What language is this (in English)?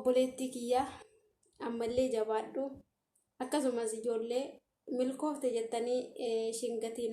Oromo